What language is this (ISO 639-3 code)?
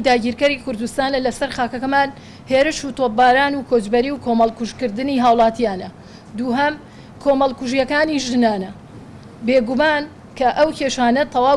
ckb